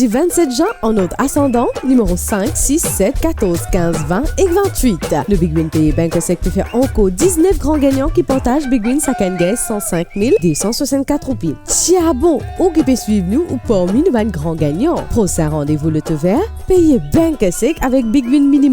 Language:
Morisyen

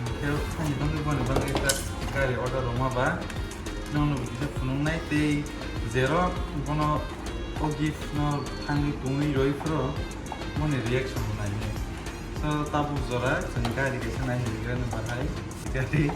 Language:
Kok Borok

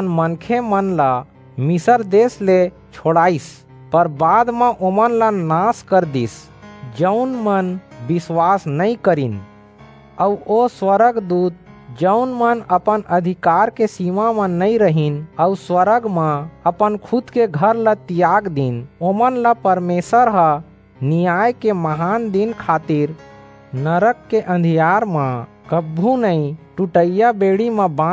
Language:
Chhattisgarhi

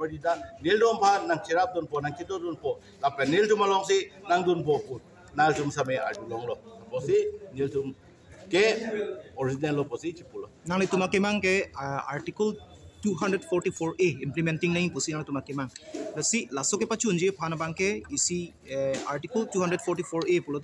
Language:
Karbi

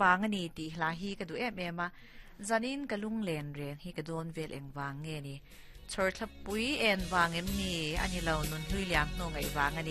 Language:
Mizo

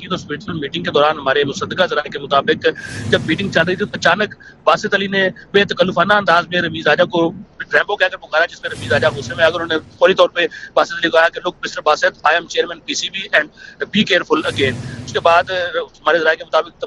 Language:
Urdu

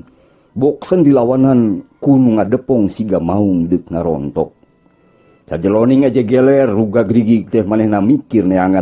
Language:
Sundanese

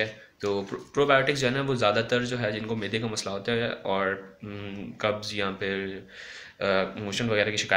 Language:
Hindi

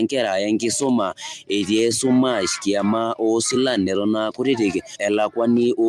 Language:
Masai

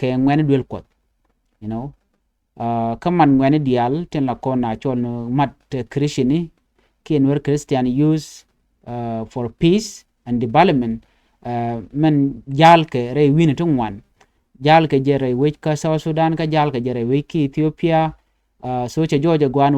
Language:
Nuer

